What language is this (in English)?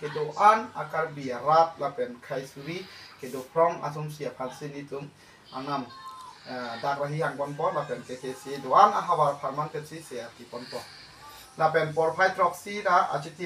Karbi